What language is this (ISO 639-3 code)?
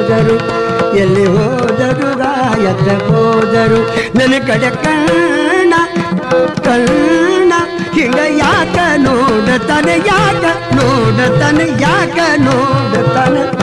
kan